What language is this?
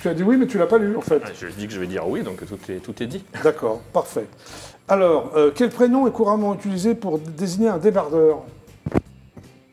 French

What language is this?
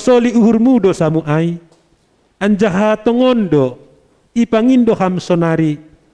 Batak Simalungun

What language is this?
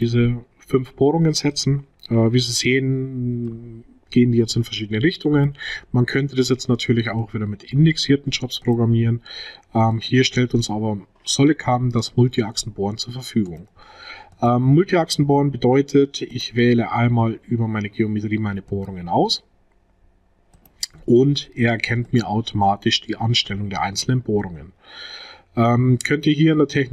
German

